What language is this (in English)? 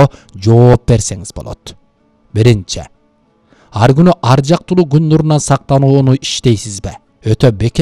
Kyrgyz